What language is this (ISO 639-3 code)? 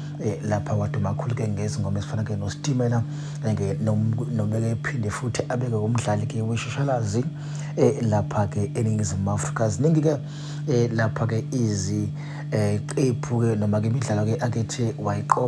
zul